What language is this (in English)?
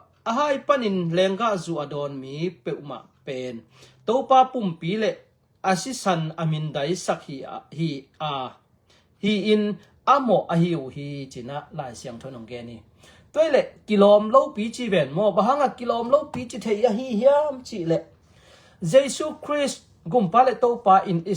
Tedim Chin